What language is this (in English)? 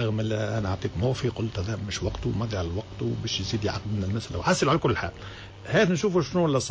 Tunisian Arabic